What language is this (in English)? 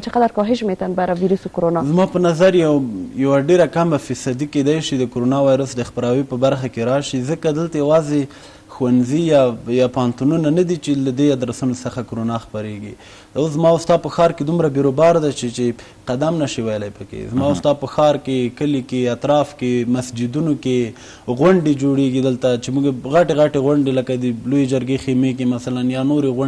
Pashto